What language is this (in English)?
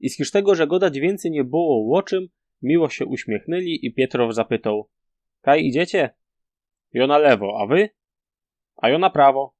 Silesian